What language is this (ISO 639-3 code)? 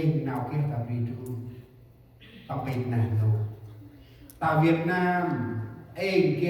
cmo